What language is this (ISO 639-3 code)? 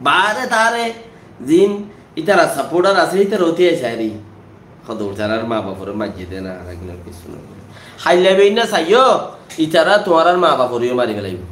rhg